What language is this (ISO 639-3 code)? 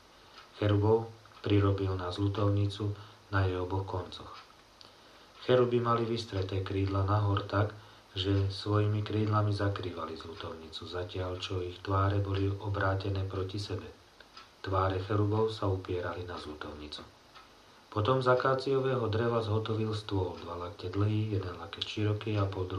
slk